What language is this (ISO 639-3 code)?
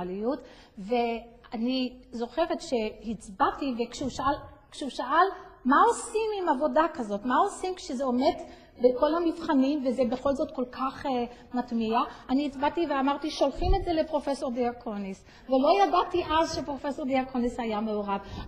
heb